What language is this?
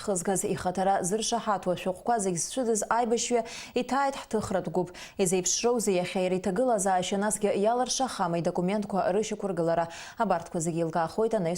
Abkhazian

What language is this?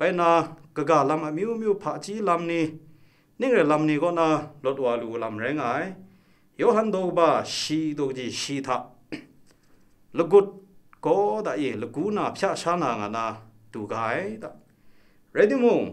Kachin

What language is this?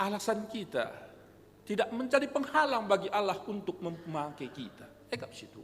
Batak Karo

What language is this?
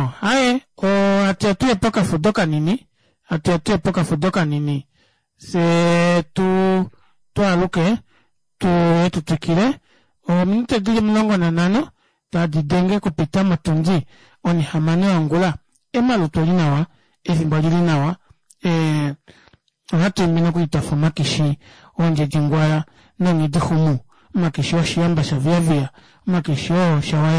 Kuanyama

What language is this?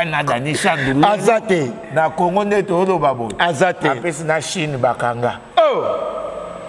Lingala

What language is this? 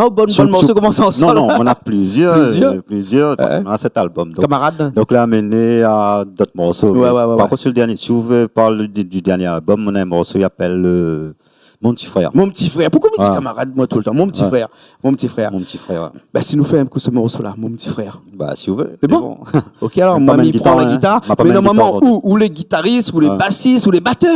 Réunion Creole French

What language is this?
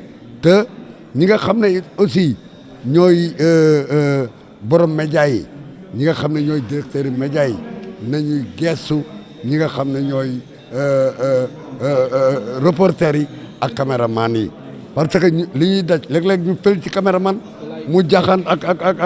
Wolof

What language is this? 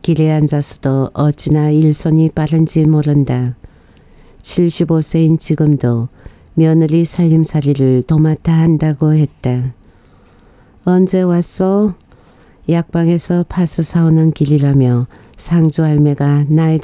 Korean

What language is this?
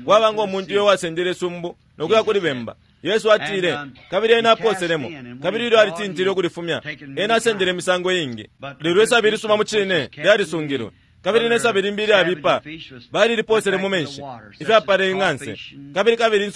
Bemba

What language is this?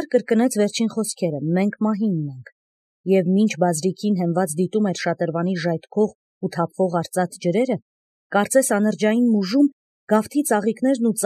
Armenian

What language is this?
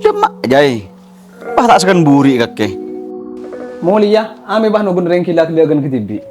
Madurese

